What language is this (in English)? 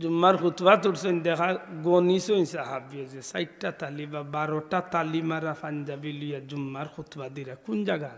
Sylheti